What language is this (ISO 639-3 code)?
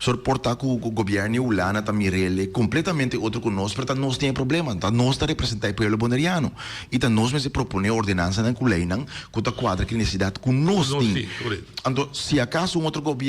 pap